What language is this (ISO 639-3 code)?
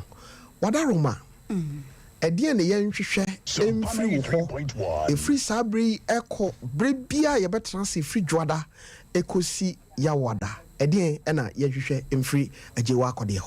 aka